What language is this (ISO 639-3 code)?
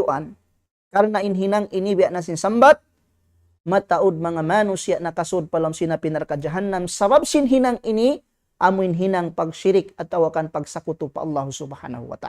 tsg